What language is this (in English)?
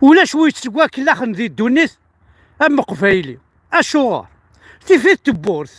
Kabyle